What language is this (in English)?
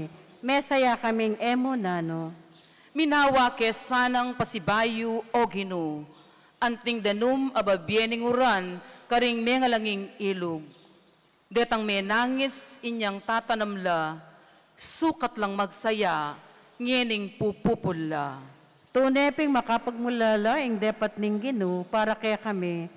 Pampanga